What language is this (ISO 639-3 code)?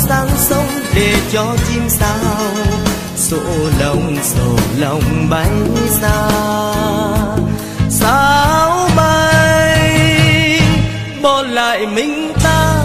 vie